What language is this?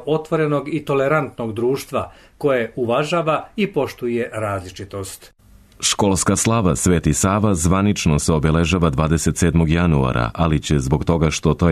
Serbian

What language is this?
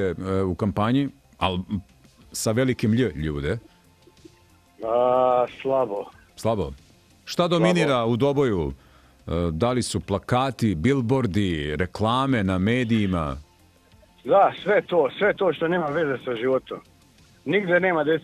Serbian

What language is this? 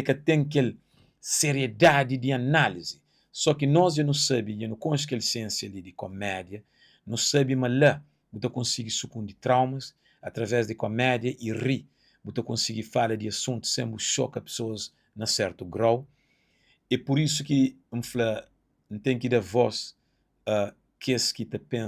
Kabuverdianu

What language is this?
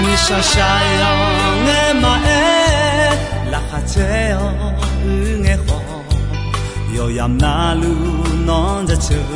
Akha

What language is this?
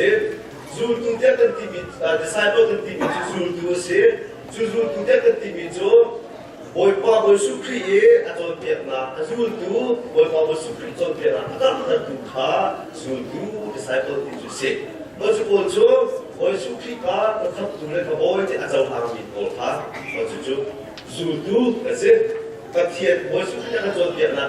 Hakha Chin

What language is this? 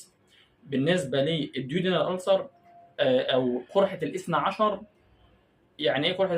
Egyptian Arabic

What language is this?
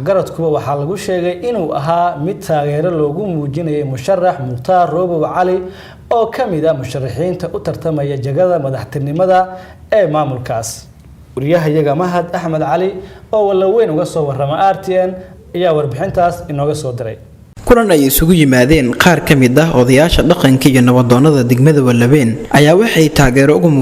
Somali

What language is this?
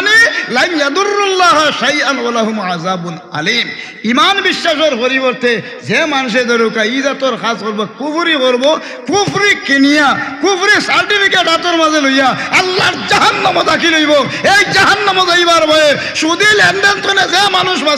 Sylheti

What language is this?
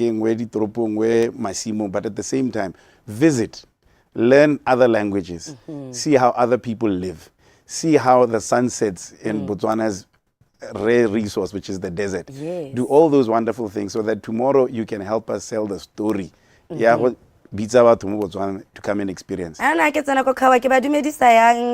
Tswana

